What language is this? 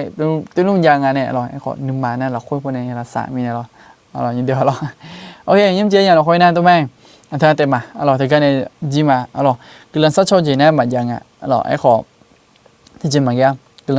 Akha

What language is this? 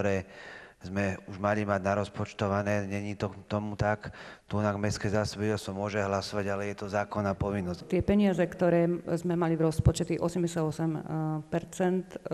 Slovak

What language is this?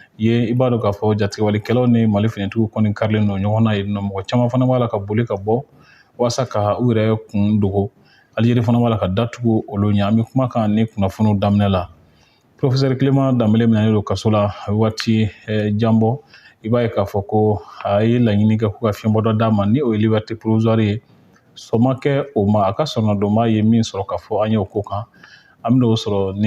Bambara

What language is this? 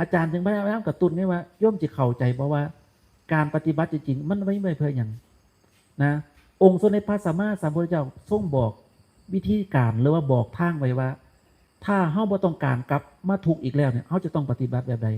Northeastern Thai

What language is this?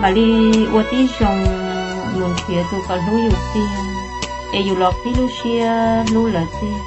Hmong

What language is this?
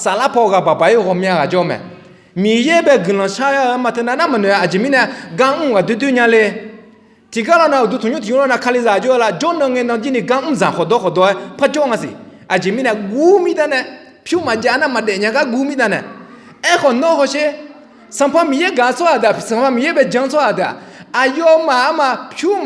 Akha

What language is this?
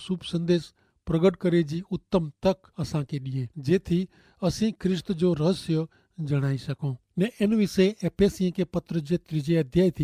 Kachhi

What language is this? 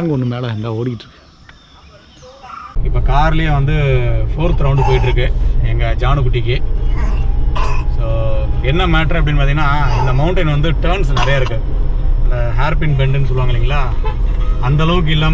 Tamil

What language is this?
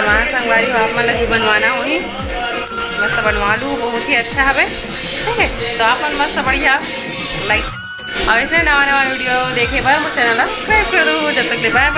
Chhattisgarhi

